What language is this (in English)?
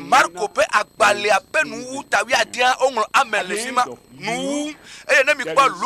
Ewe